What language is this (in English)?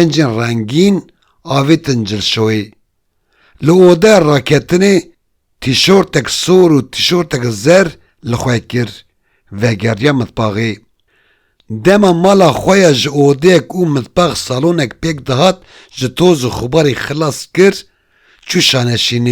Kurdish